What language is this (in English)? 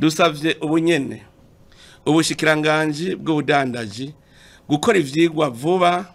Rundi